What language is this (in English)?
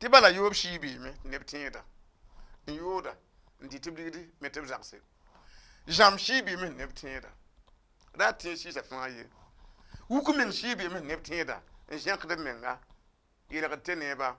Mossi